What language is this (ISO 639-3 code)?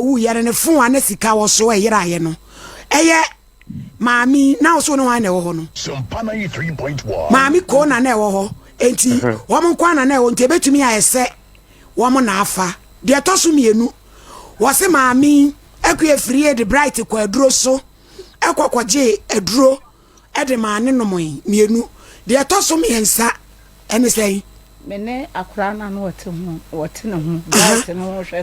aka